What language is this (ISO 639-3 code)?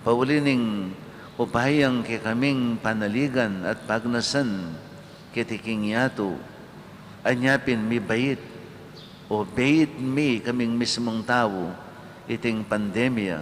pam